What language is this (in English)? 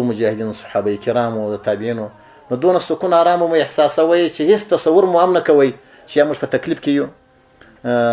Pashto